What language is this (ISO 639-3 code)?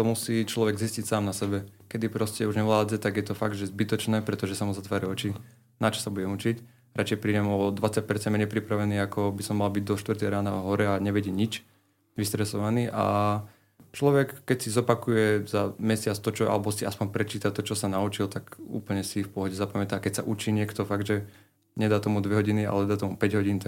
slk